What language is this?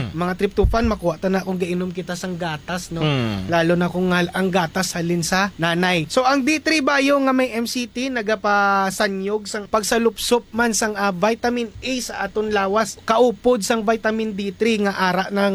Hiligaynon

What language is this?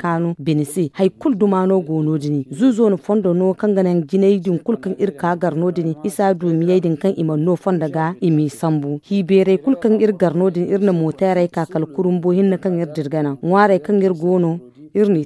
Zarma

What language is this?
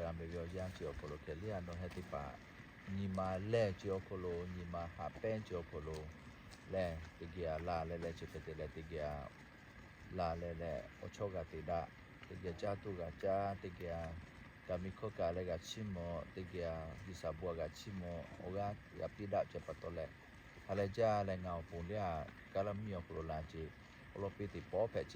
Lahu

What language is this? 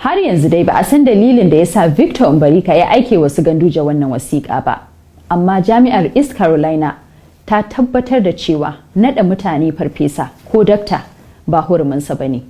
Hausa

